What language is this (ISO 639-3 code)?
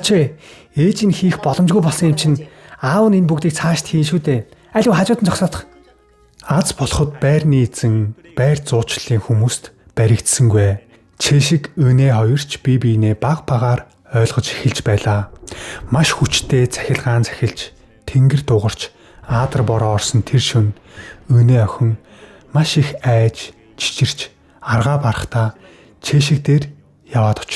mon